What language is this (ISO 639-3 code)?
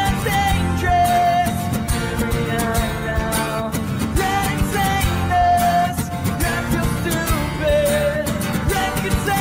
eng